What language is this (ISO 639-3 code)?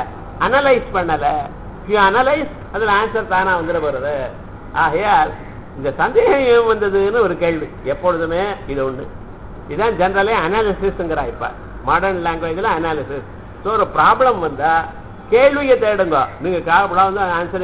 tam